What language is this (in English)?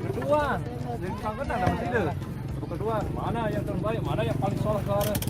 Sasak